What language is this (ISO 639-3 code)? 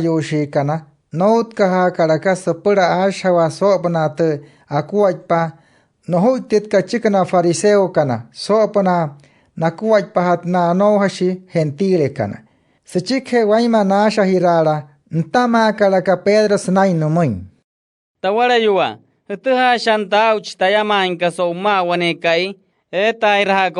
guc